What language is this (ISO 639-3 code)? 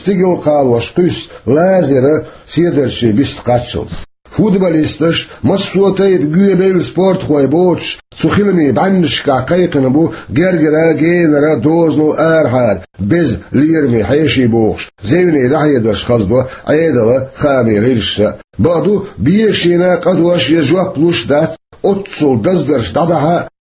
che